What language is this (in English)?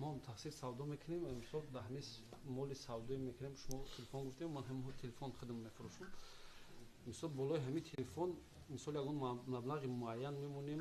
Tajik